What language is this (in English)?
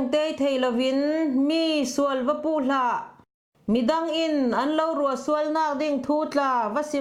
Falam Chin